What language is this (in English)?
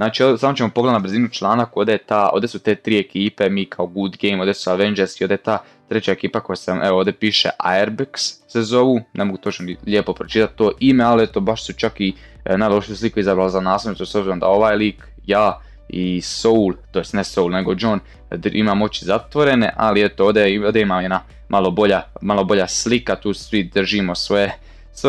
Croatian